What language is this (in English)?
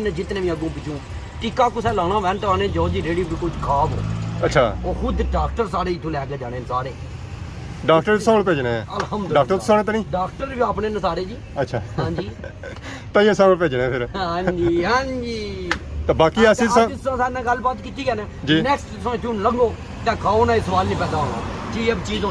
Pahari-Potwari